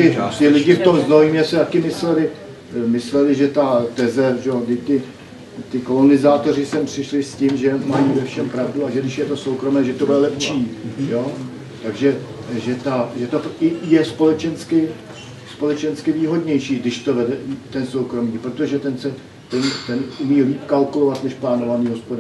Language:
Czech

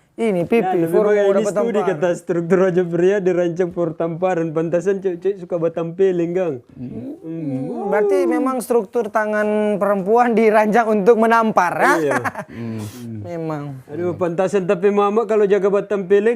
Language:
Manado Malay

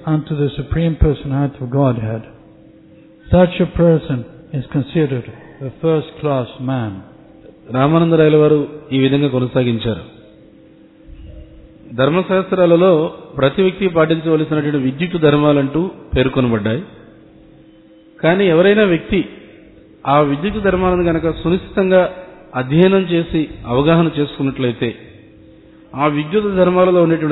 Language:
Telugu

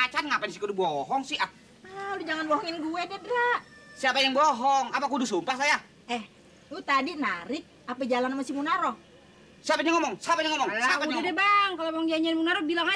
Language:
Betawi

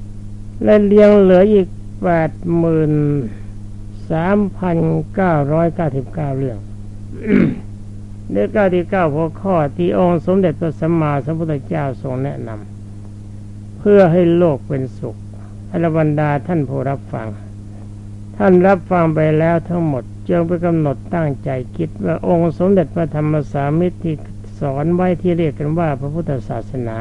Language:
Thai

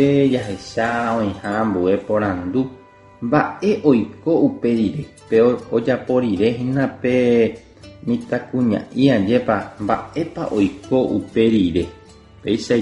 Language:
Guarani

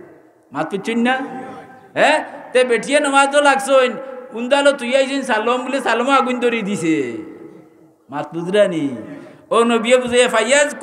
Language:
Sylheti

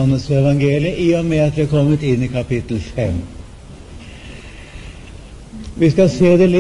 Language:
Norwegian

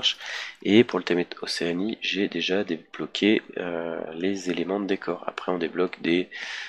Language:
French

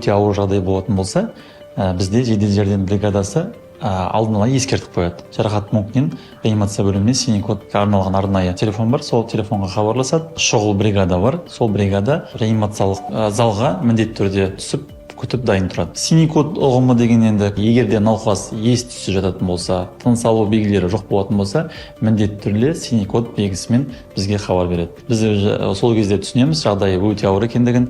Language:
Kazakh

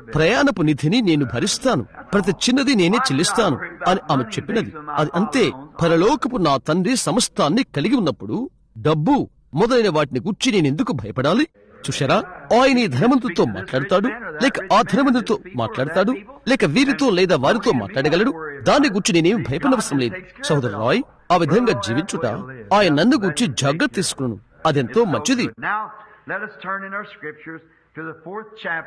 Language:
Telugu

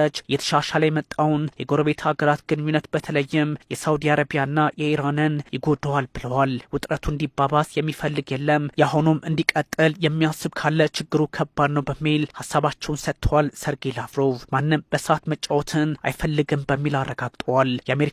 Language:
Amharic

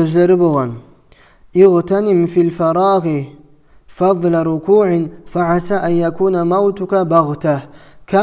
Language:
Kumyk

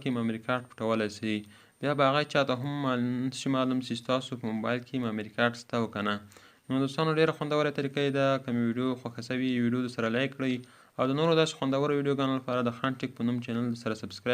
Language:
Pashto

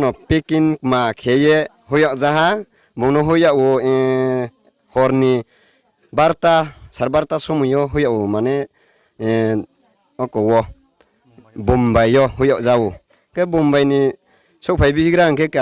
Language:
Riang (India)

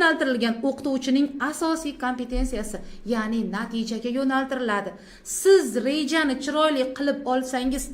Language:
Uzbek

